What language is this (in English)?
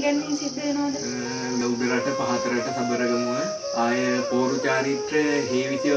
Sinhala